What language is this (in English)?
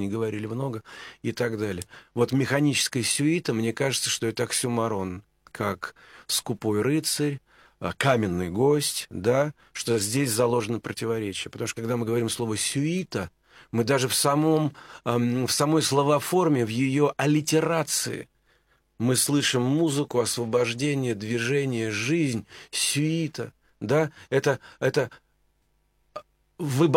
Russian